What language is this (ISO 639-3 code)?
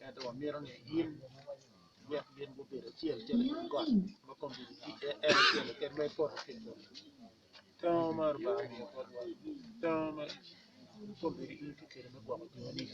ach